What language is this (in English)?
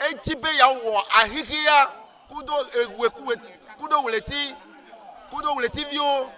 Ewe